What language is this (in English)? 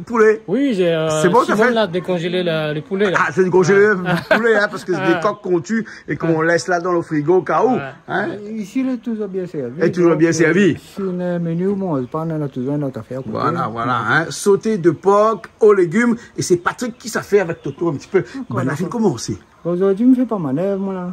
Réunion Creole French